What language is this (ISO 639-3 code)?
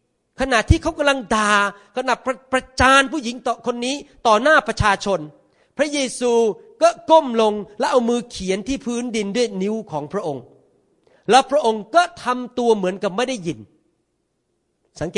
tha